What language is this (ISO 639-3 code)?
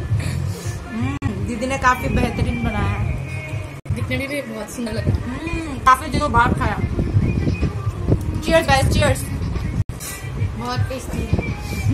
hin